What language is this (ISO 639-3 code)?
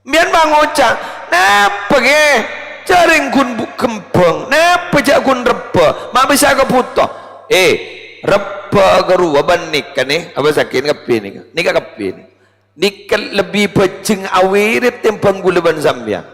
mad